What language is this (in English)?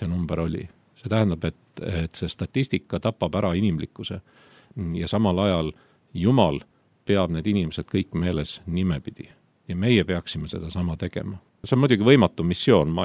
Estonian